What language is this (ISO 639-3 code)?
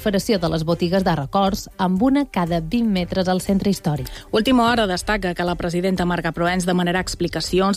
cat